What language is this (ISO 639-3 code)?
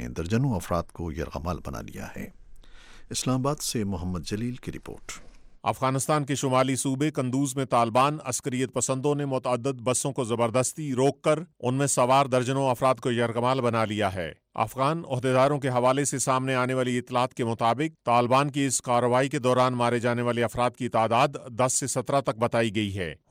urd